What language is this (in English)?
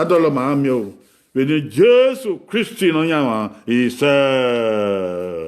Bini